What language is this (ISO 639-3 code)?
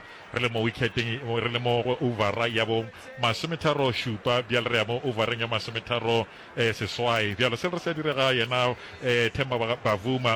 nso